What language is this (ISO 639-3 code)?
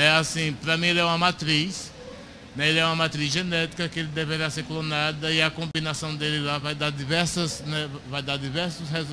por